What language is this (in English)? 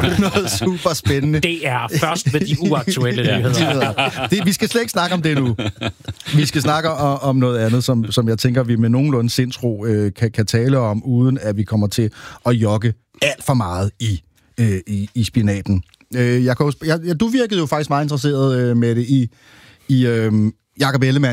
Danish